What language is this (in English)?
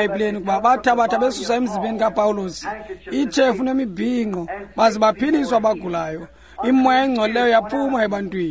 Xhosa